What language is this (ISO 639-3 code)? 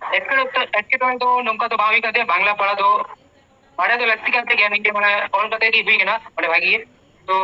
sat